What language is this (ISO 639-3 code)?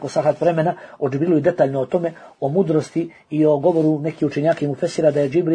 bos